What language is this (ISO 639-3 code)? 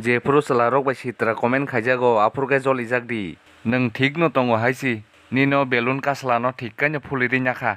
trp